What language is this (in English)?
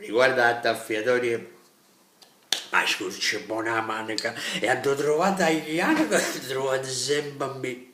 Neapolitan